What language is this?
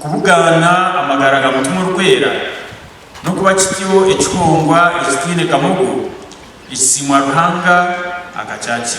Nyankole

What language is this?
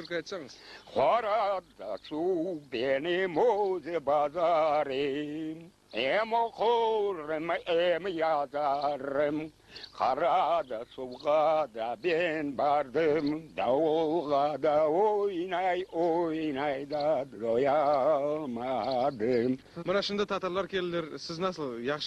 Crimean Tatar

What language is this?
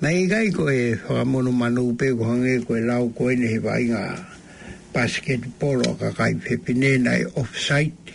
Tongan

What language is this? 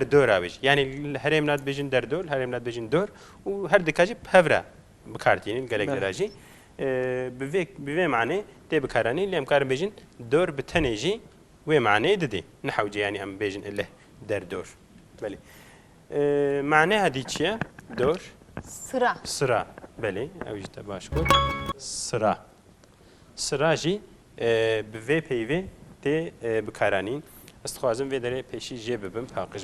Kurdish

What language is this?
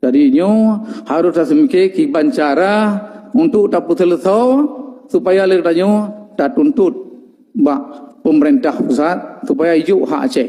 Achinese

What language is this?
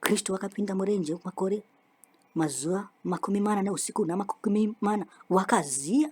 Shona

